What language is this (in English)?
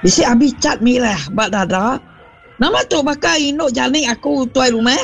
Iban